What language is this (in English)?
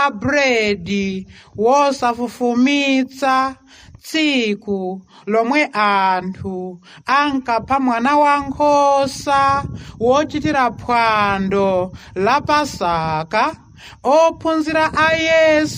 Nyanja